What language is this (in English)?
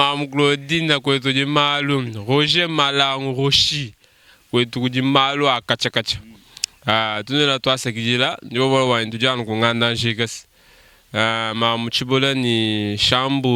Luba-Lulua